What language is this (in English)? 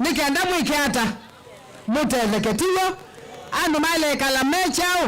Kamba